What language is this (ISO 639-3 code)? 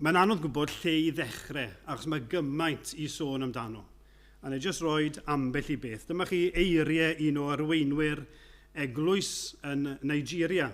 cym